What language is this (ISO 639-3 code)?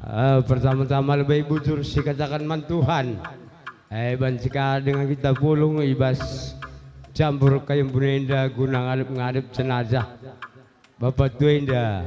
btx